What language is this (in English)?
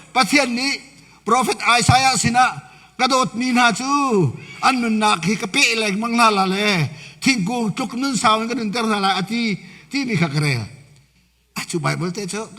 Hakha Chin